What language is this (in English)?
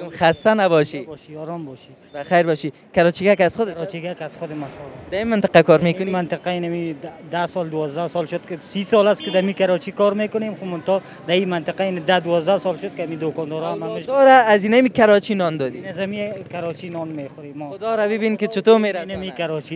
Persian